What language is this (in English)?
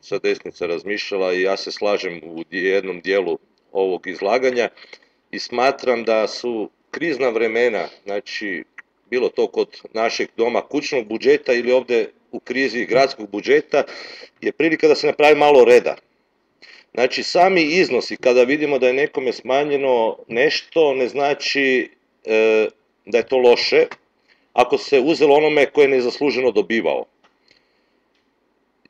Croatian